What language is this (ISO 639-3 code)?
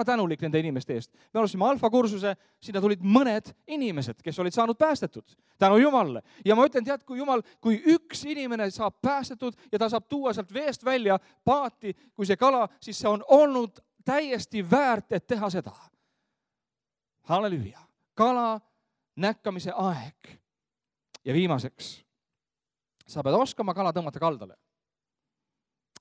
est